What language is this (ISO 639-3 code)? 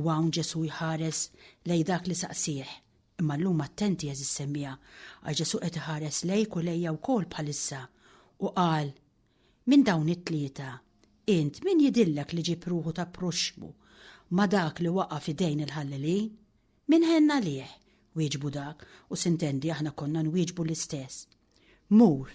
mlt